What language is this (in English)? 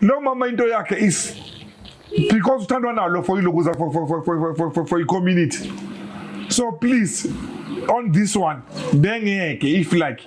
Zulu